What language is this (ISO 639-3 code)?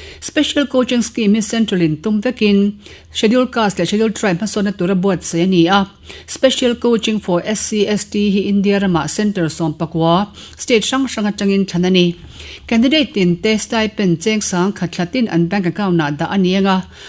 lus